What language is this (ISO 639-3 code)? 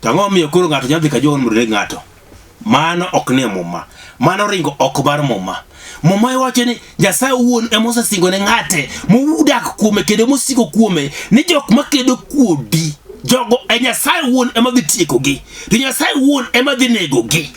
luo